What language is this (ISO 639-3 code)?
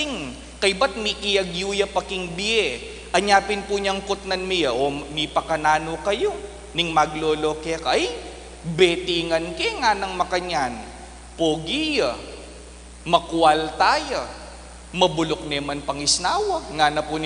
pam